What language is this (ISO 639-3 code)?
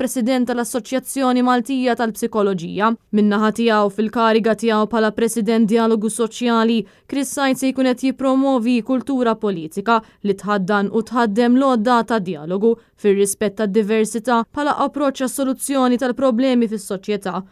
mlt